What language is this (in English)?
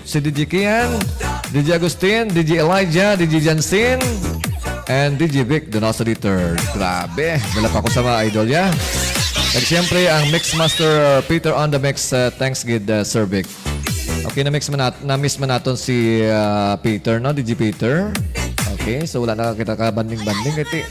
Hiligaynon